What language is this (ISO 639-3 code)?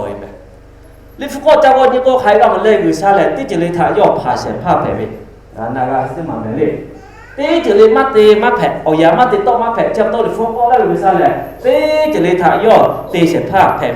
lhu